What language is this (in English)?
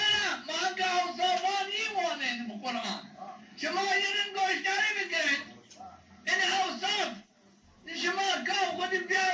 Zaza